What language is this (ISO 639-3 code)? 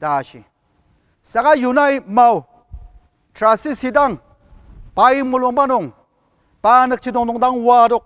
njo